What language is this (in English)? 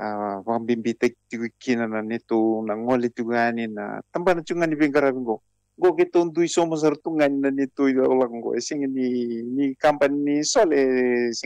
Fijian